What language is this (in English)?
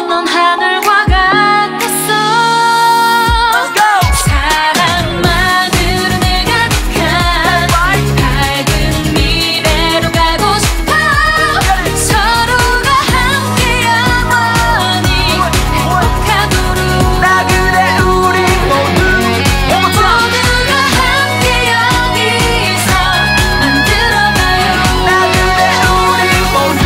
Korean